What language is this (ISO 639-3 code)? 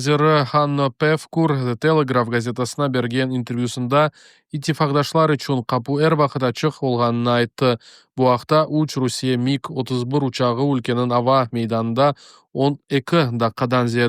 crh